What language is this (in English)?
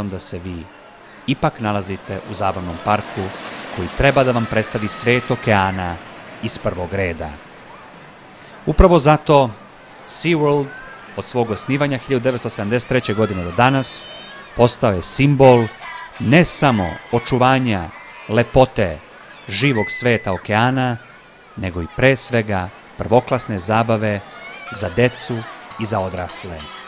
Serbian